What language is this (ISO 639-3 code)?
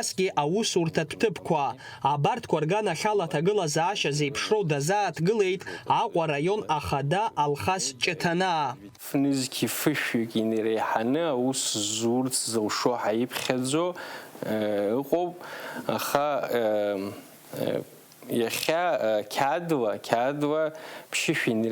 abk